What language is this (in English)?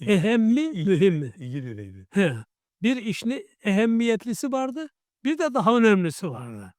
Karachay-Balkar